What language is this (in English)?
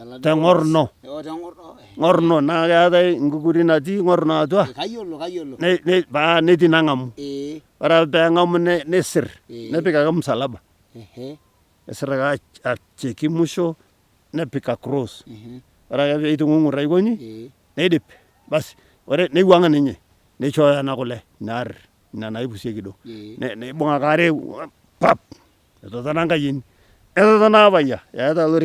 Masai